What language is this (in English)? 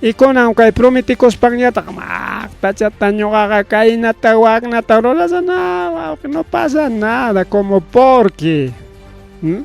Ayacucho Quechua